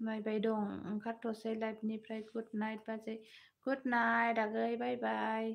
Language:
Bodo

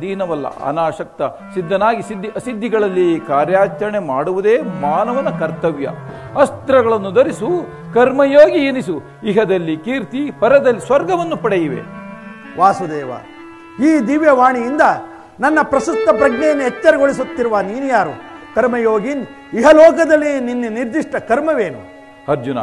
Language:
Kannada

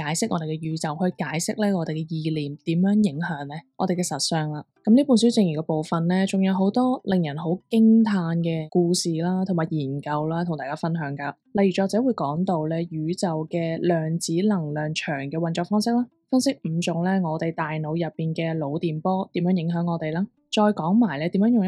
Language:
Cantonese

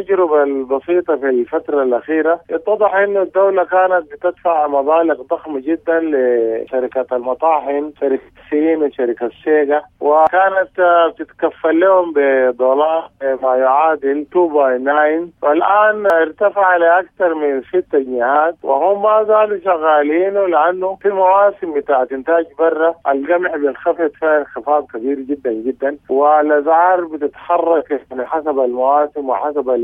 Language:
Sudanese Arabic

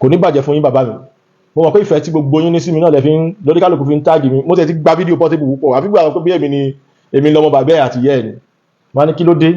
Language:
Yoruba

